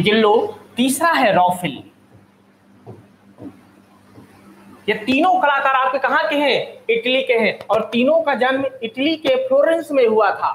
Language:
Hindi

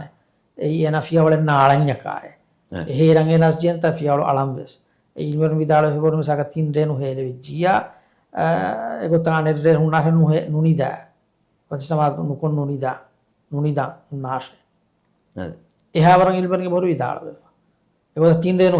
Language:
Divehi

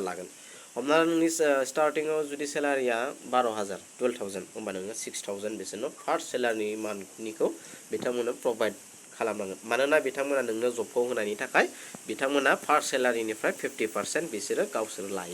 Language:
Bodo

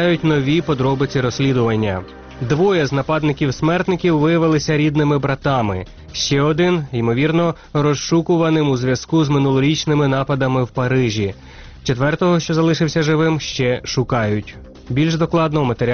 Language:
Ukrainian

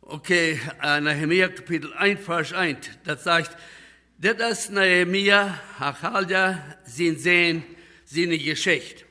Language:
Plautdietsch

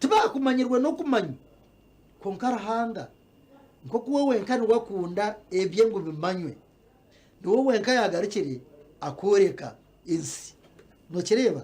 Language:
Nyankole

